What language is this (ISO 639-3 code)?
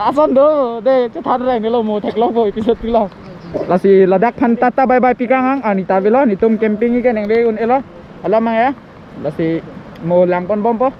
mjw